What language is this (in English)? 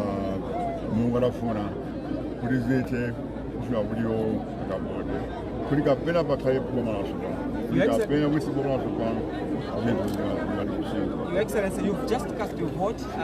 Nyanja